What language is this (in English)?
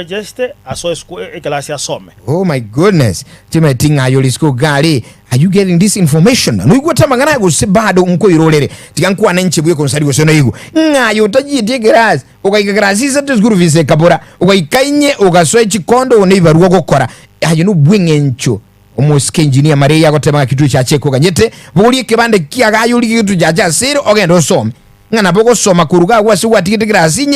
Gusii